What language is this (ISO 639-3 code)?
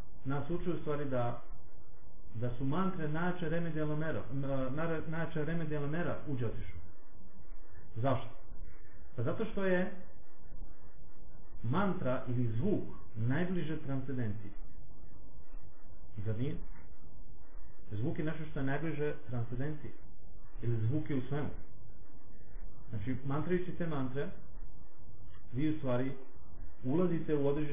srp